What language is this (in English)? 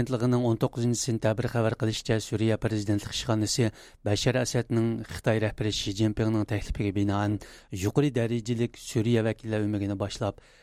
Uyghur